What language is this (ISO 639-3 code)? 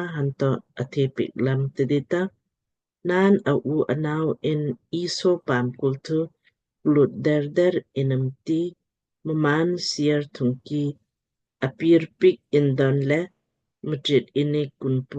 lmk